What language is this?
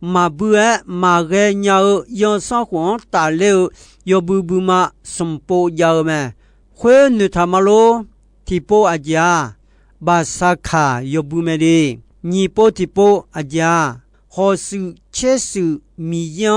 Akha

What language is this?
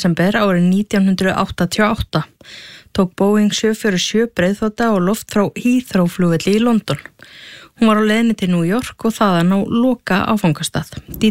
Icelandic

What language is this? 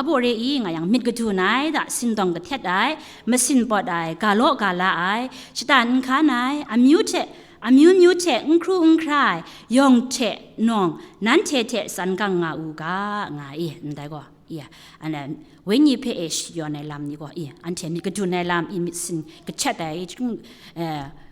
Kachin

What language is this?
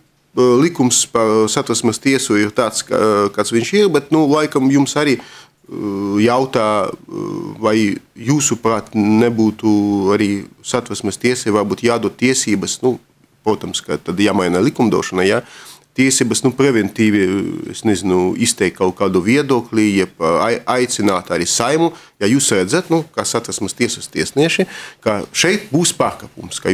Latvian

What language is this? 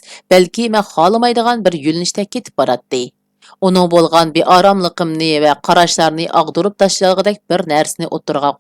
Uyghur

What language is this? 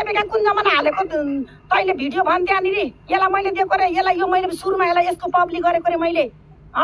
Nepali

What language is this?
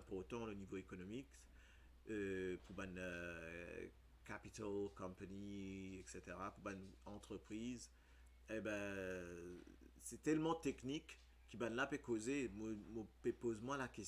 Morisyen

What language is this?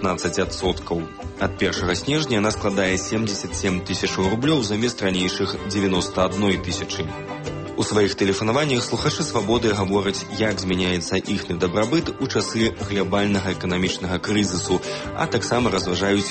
Belarusian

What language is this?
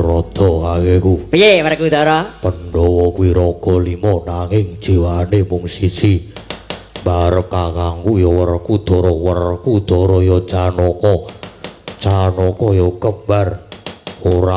Javanese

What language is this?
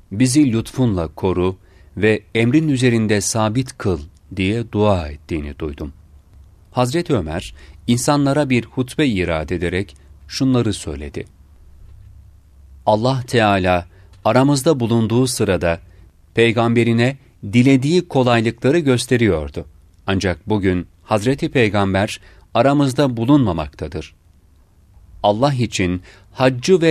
Turkish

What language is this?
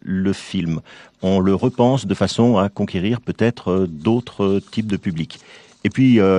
French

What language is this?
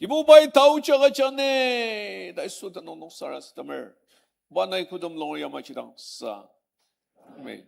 Ao Naga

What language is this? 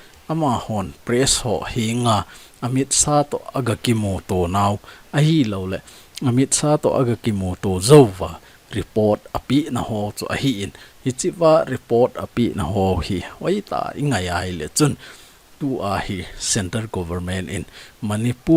Thado Chin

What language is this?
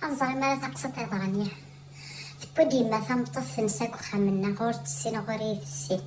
Kabyle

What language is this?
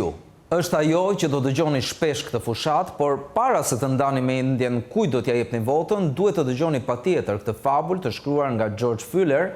Albanian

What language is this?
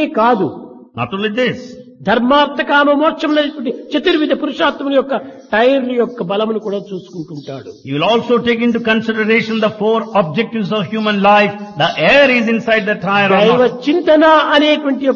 Telugu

